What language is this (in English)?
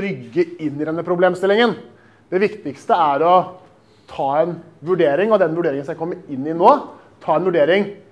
Norwegian